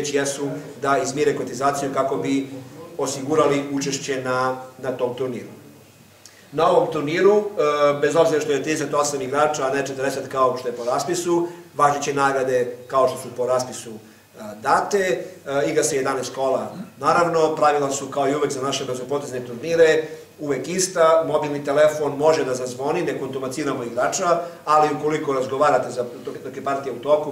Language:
Serbian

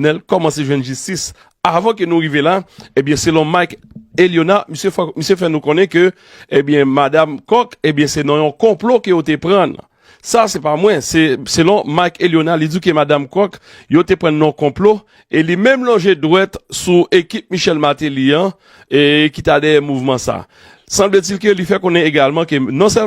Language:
Haitian Creole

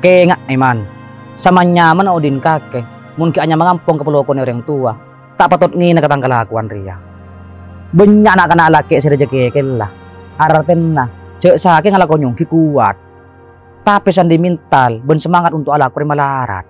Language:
Madurese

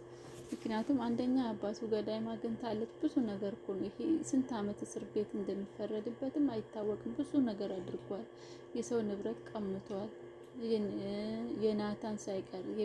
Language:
Amharic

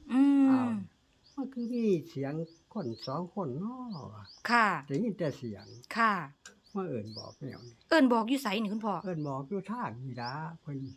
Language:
Northeastern Thai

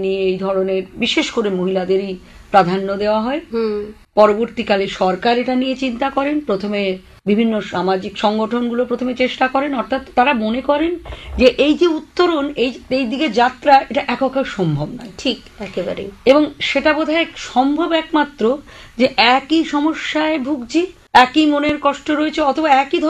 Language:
Bangla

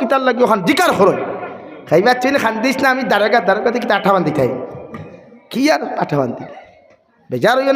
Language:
Sylheti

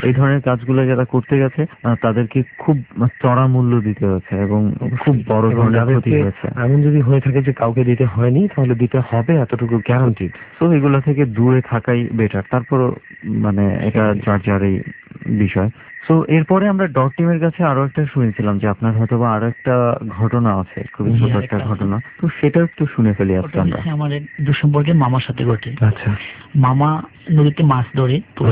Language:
Bangla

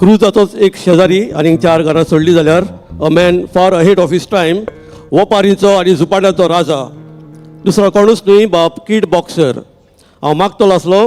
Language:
Konkani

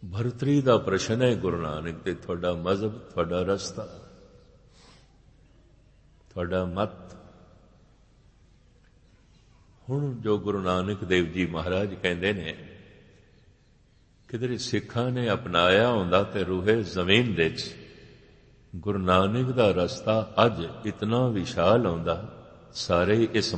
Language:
Punjabi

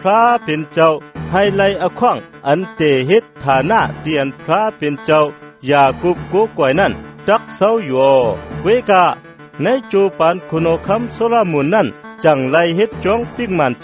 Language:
Shan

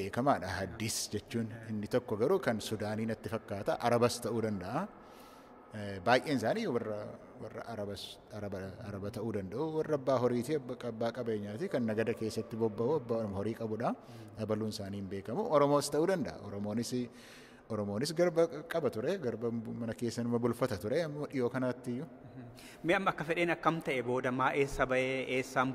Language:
Oromo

